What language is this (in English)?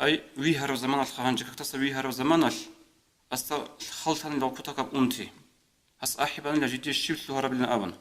Avaric